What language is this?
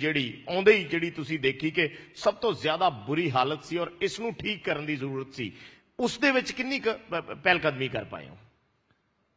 Punjabi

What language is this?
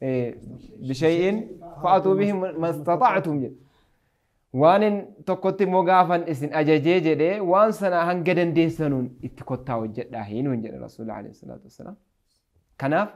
Oromo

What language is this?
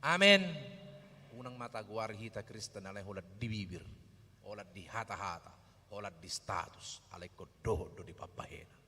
Batak Toba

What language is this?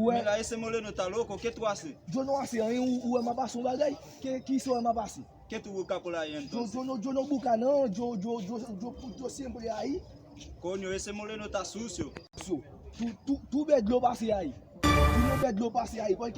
Haitian Creole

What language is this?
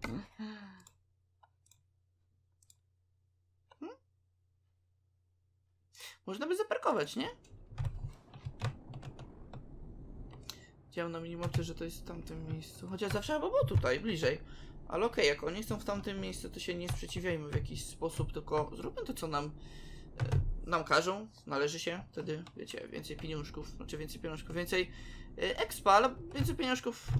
Polish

